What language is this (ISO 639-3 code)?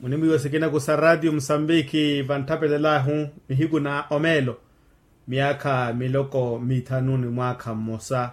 vmw